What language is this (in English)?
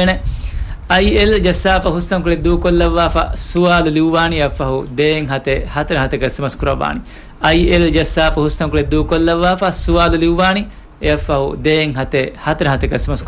Divehi